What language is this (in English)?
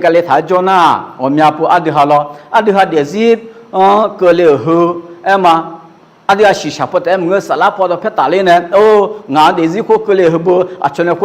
Akha